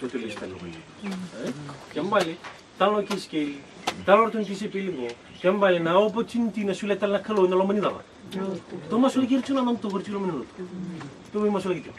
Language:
Fijian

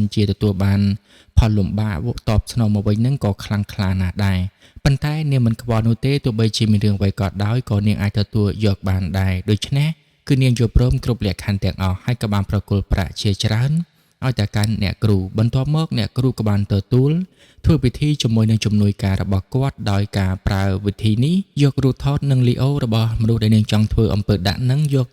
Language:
Khmer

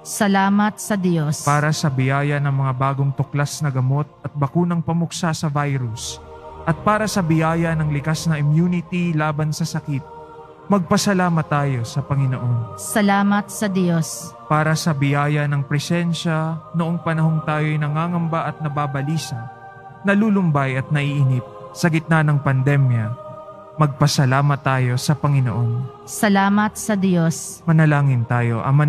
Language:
Filipino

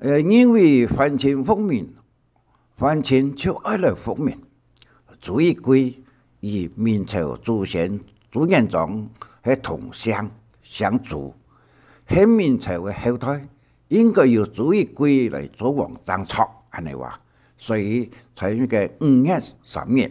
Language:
Hakka Chinese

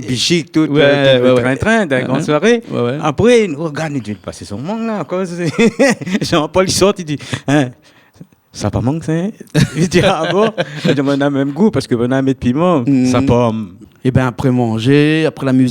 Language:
Réunion Creole French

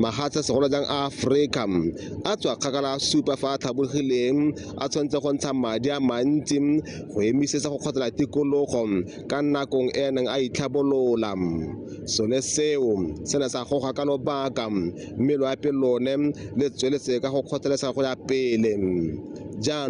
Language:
Tswana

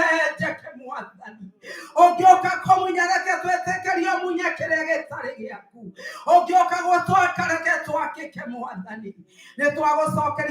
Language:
Kikuyu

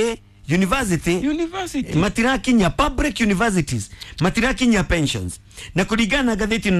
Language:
Kikuyu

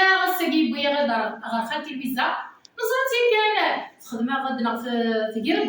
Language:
Kabyle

